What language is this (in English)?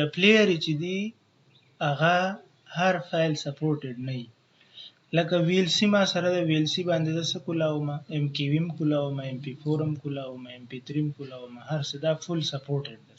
Pashto